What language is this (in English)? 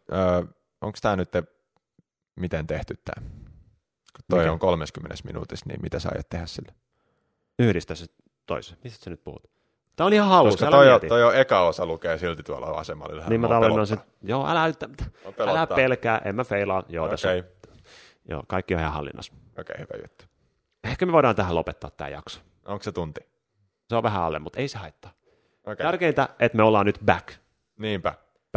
Finnish